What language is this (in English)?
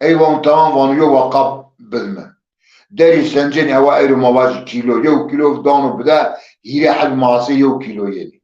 Zaza